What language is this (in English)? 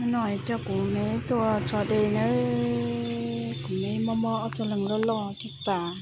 Hmong